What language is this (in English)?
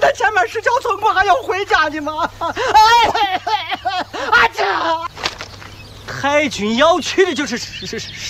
Chinese